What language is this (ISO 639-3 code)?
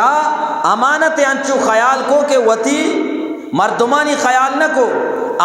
bgp